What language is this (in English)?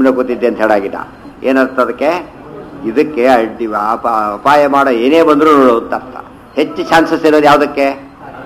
Kannada